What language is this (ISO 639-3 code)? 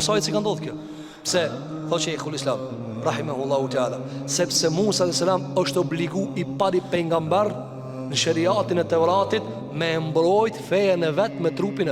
sqi